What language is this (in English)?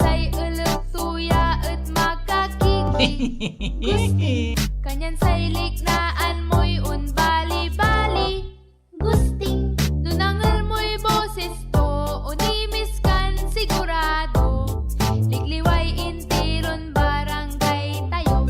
Pangasinan